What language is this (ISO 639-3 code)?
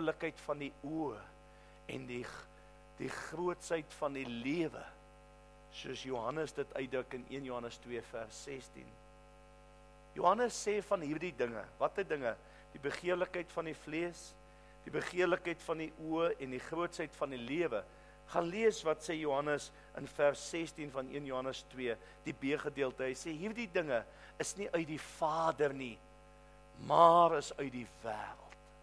afr